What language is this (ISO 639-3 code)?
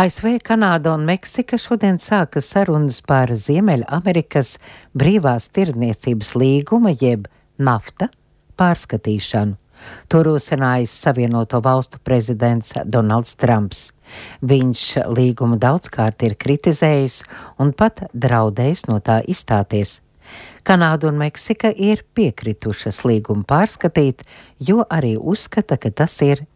lav